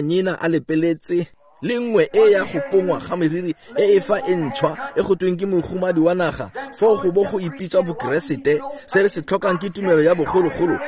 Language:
Tswana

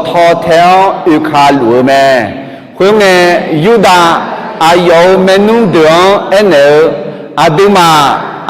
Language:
Akha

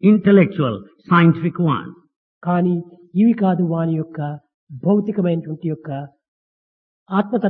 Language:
Telugu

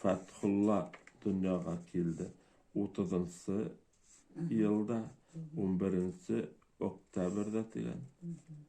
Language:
Bashkir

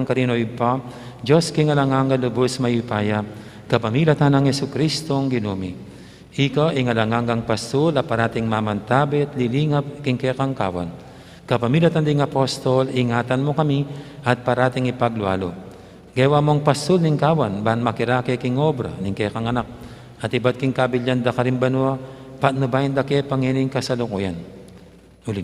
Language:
Pampanga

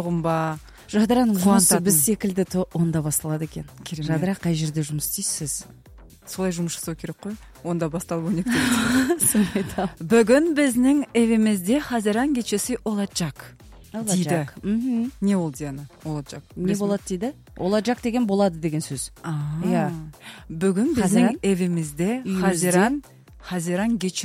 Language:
Kazakh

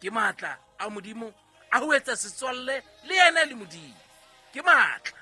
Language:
Southern Sotho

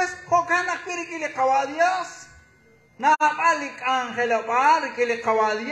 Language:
Kekchí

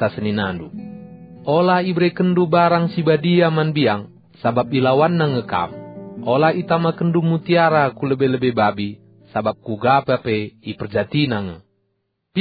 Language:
Batak Karo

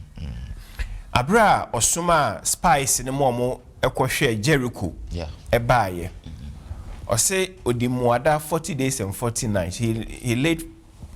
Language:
Akan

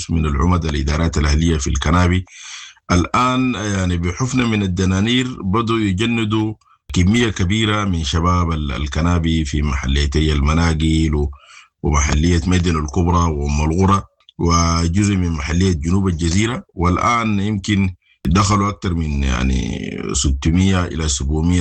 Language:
Sudanese Arabic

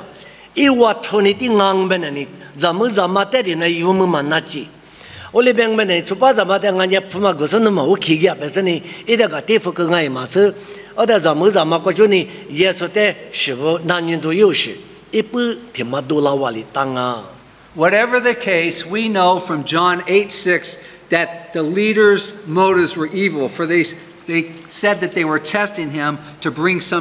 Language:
Lisu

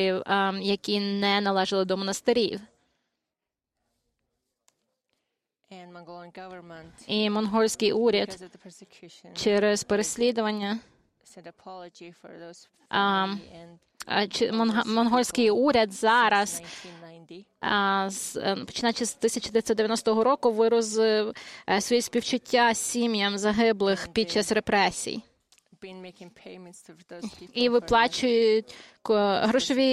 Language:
Ukrainian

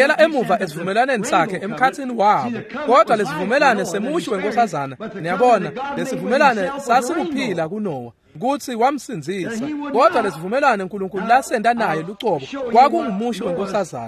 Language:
Swati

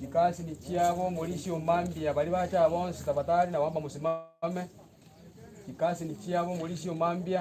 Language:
Gusii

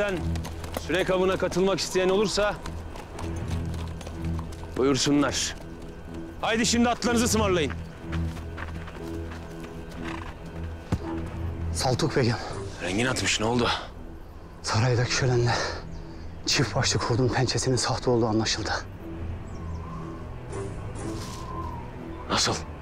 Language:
Turkish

